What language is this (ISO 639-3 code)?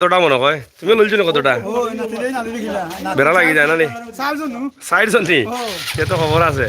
syl